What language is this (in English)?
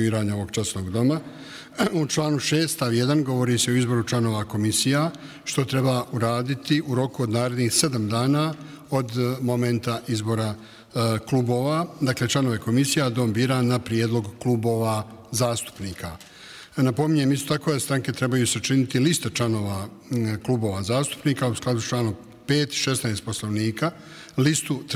Bosnian